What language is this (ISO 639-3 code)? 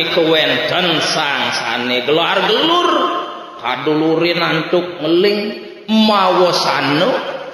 ban